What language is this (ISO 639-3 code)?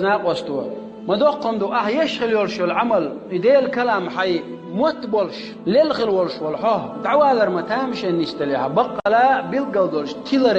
che